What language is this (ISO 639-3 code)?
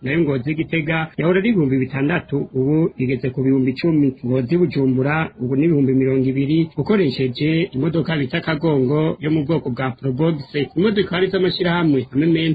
run